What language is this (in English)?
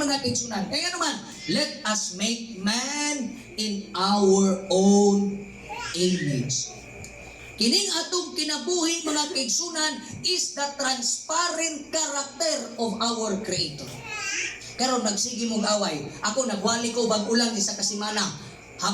Cebuano